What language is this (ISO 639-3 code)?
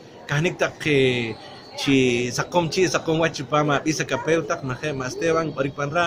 poh